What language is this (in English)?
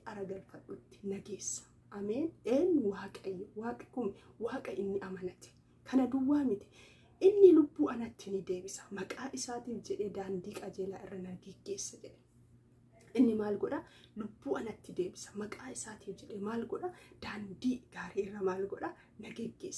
Oromo